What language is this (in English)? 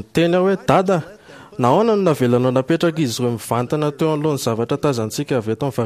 Malagasy